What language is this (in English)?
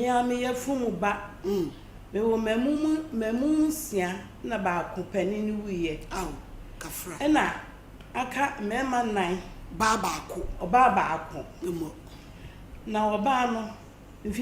Akan